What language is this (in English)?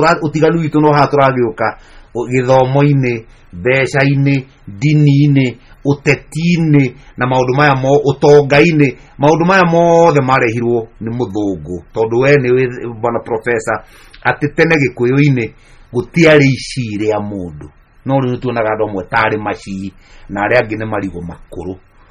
Kikuyu